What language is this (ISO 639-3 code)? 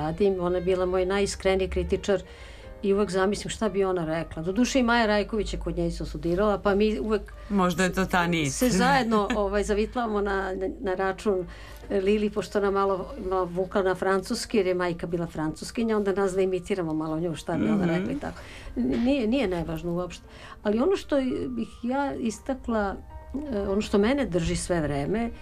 srp